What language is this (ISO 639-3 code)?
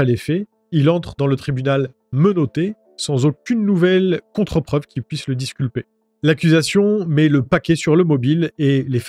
fra